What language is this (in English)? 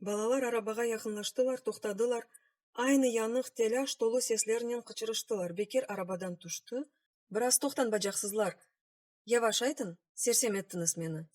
Crimean Tatar